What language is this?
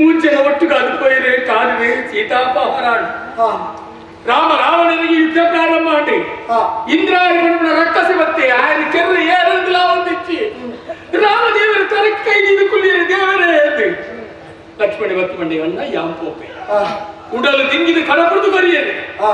Tulu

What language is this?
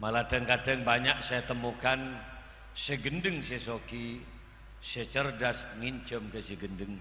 Madurese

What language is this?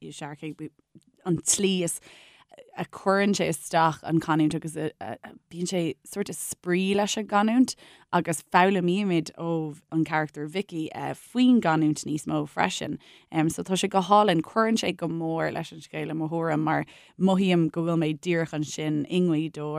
Irish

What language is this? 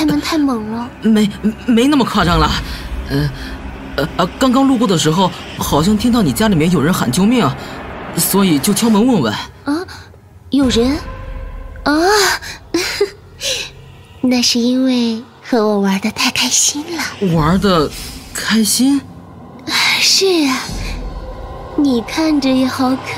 Chinese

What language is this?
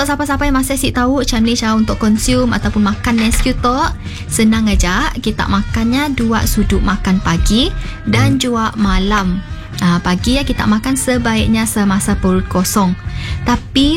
Malay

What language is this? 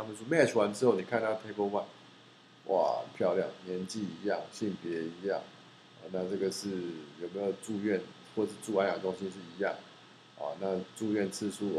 Chinese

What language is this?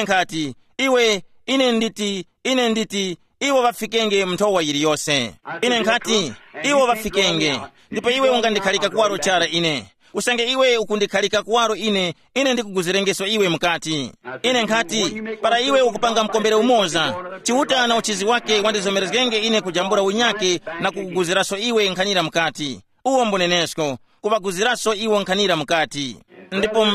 Tumbuka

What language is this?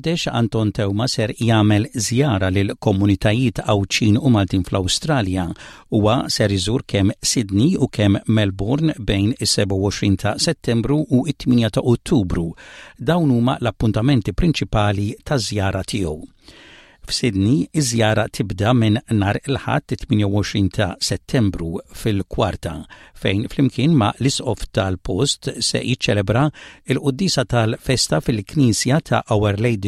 Maltese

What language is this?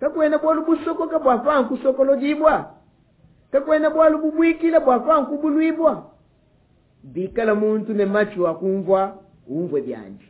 Luba-Lulua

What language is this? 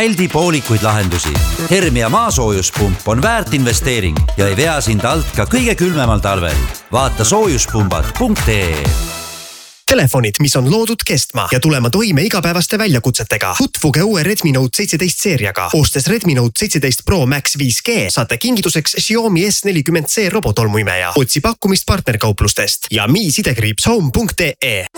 Estonian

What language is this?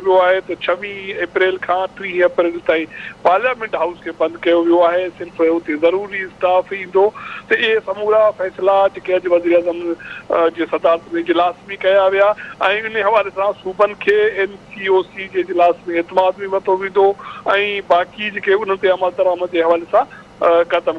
Sindhi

